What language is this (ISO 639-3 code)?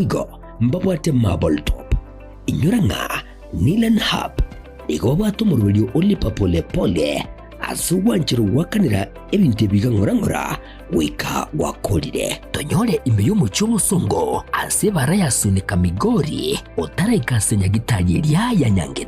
guz